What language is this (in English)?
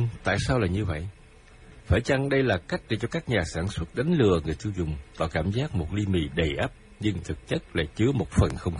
Vietnamese